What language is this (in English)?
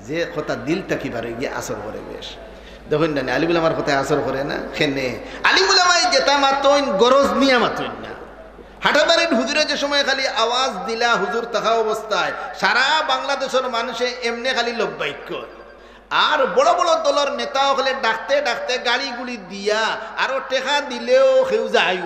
Sylheti